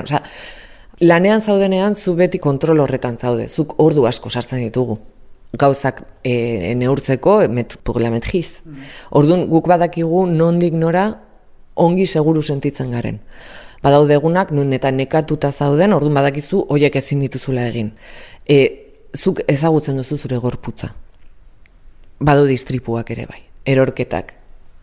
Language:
Basque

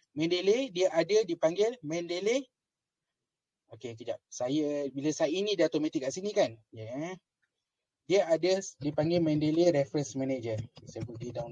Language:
Malay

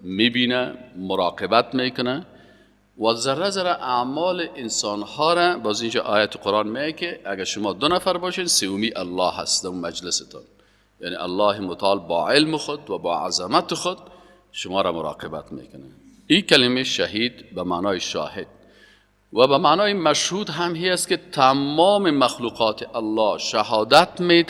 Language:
Persian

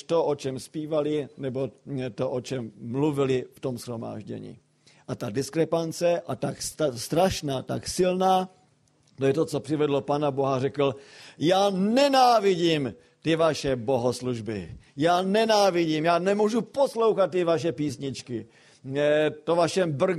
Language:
Czech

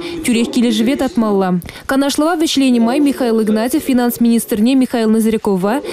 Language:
Chuvash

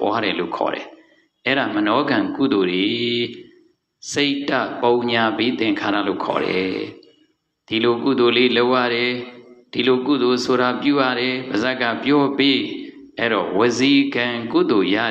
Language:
Burmese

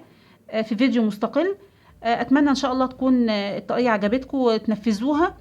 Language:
Egyptian Arabic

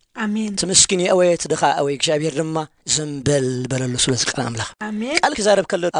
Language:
Tigrinya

